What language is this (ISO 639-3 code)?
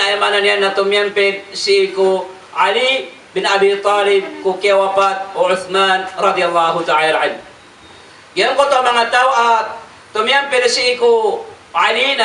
mrw